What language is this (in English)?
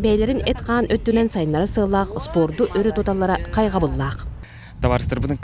Yakut